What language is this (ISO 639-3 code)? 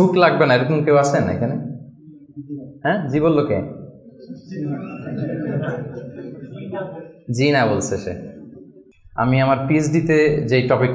ben